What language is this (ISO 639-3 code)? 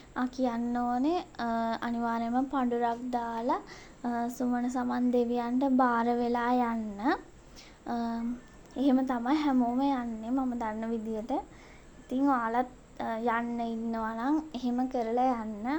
sin